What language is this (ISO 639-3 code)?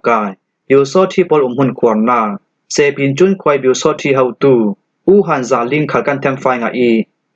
cfm